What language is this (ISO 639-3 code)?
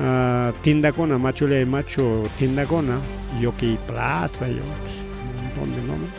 quy